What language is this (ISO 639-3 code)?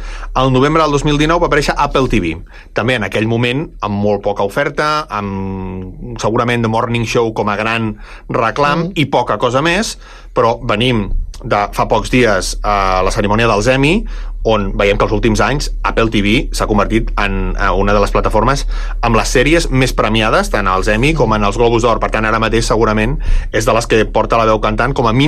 cat